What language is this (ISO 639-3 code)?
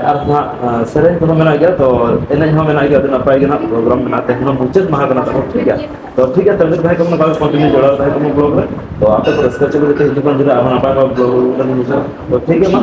sat